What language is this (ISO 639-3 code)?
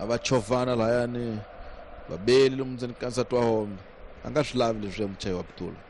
tso